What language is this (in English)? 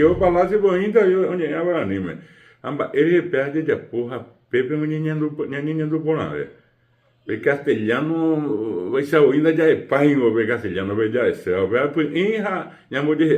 Guarani